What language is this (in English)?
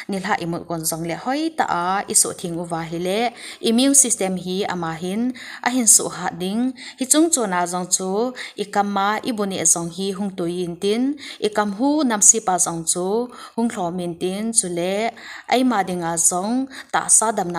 Thado Chin